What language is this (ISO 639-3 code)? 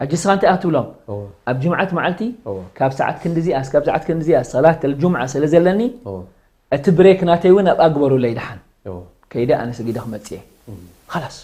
tir